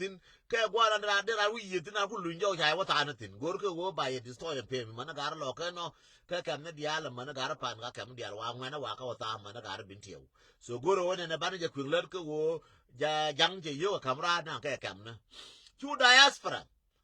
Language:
Nuer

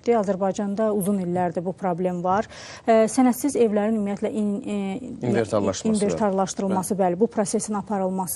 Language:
Azerbaijani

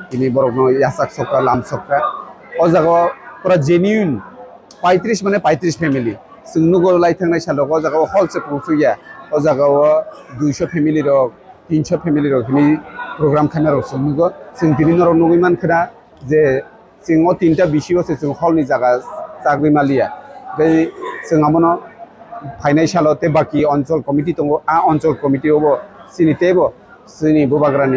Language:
Kok Borok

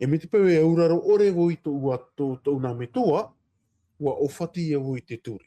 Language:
Tahitian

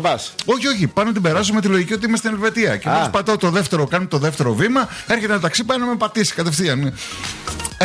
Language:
Greek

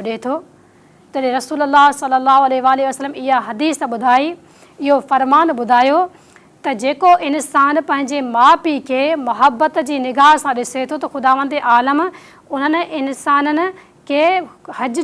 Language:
Sindhi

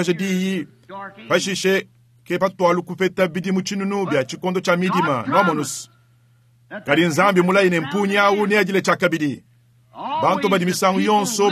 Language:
Luba-Lulua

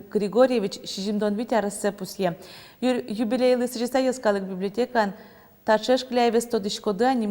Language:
Udmurt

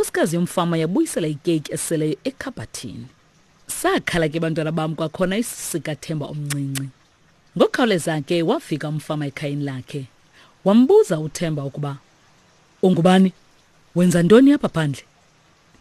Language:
Xhosa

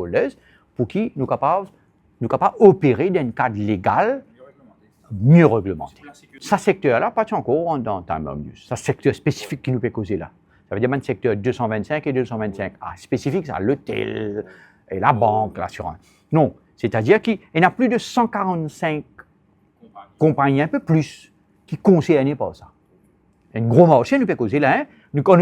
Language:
Morisyen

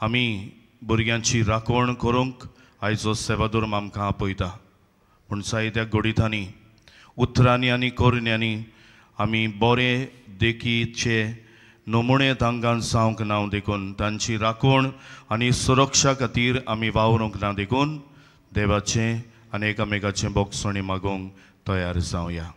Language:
Konkani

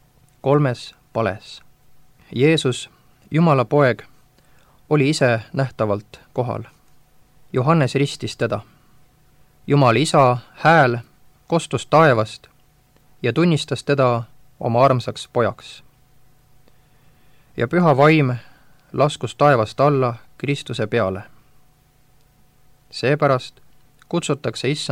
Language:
Estonian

